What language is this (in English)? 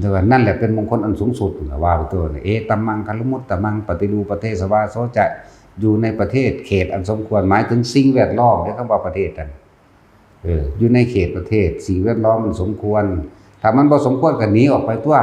Northeastern Thai